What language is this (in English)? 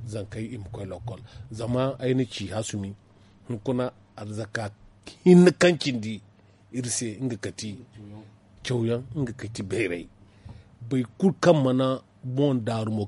Zarma